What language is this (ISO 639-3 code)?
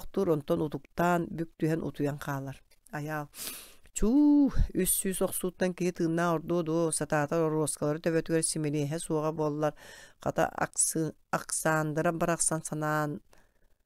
sah